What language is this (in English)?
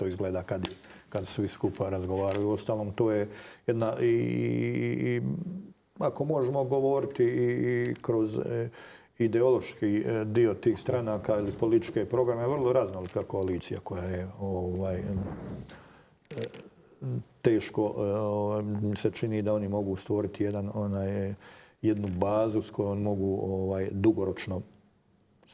Croatian